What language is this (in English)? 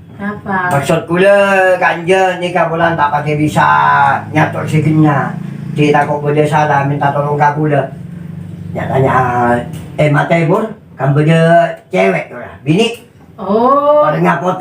Madurese